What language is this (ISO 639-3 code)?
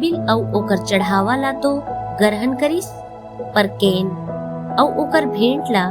hne